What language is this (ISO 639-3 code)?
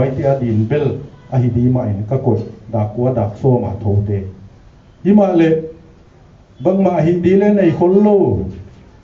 pck